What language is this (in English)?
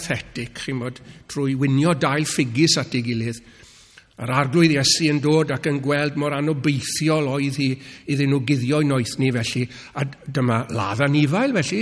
Welsh